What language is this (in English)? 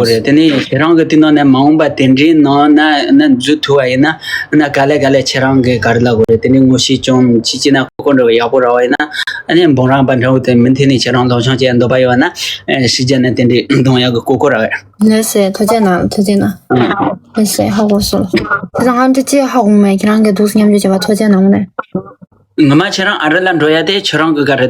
Tibetan